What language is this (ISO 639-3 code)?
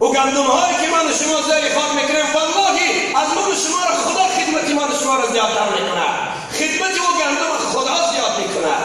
tgk